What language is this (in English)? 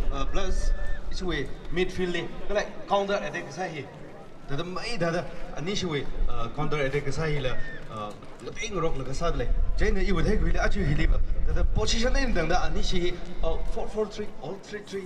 Tangkhul Naga (India)